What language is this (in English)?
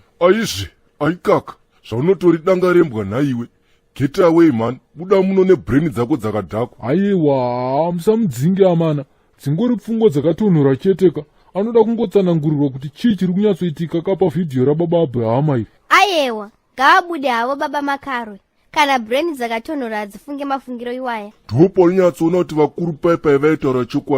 Shona